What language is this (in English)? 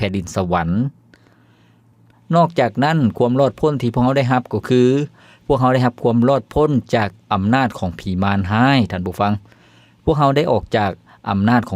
Lao